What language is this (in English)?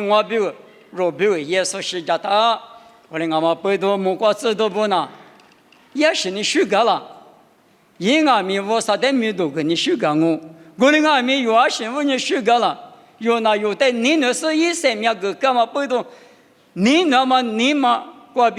Lisu